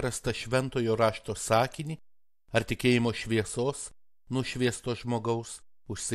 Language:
Lithuanian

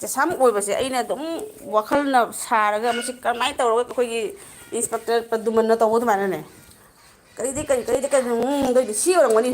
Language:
Manipuri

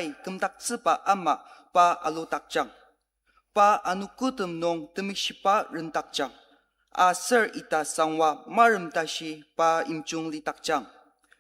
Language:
Ao Naga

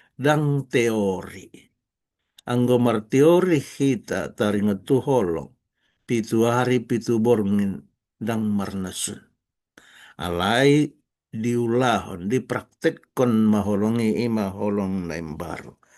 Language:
Batak Toba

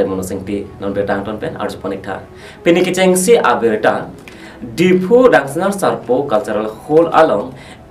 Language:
Karbi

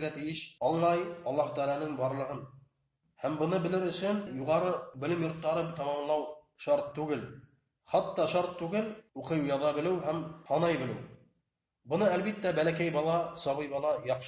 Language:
Bashkir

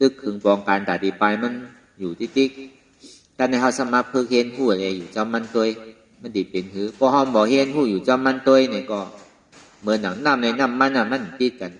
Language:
Shan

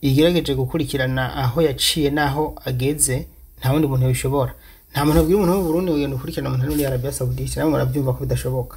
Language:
Rundi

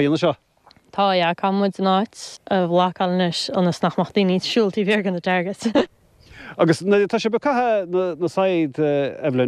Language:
Irish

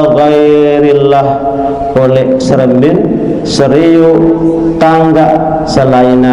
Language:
Sasak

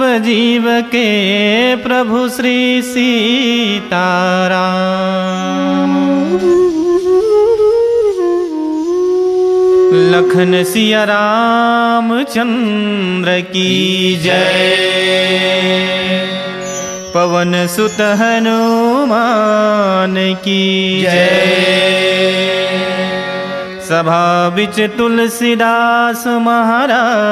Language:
Chhattisgarhi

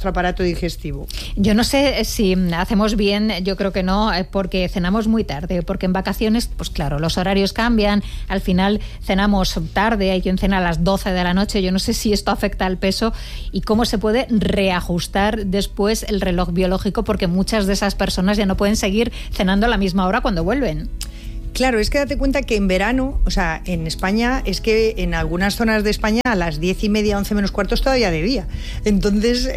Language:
Spanish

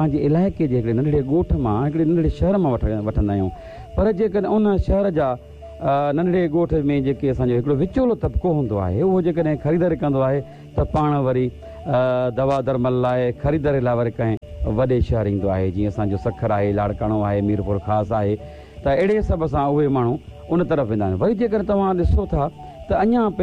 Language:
Sindhi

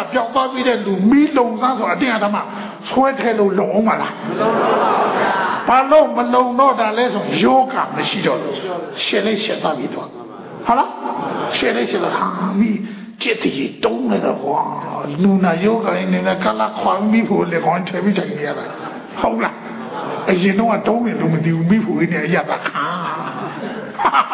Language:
Burmese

